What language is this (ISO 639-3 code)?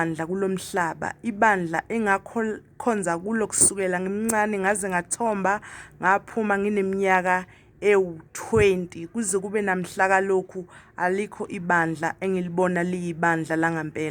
zul